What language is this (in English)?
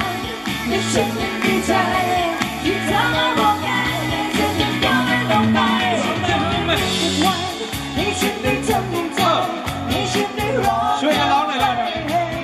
Thai